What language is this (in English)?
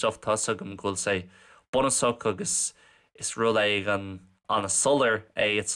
Irish